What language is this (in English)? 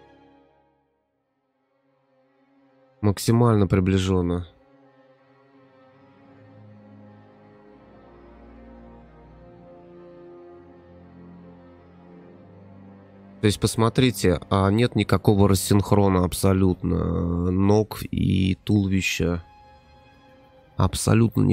Russian